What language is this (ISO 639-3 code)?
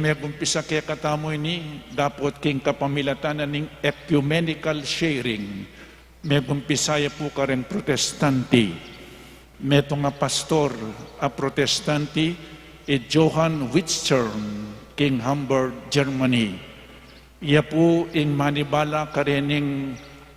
pam